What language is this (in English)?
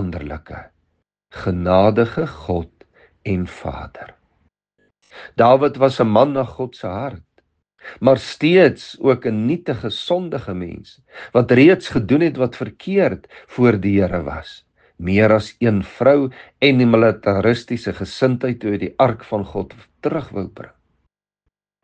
Afrikaans